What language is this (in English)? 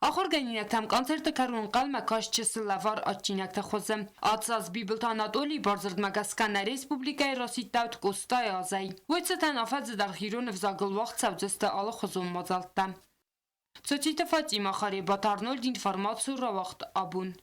Ossetic